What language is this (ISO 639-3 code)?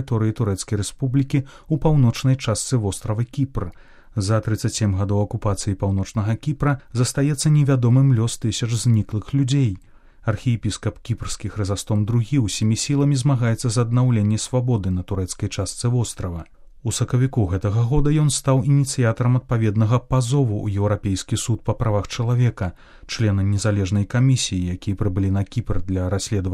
bel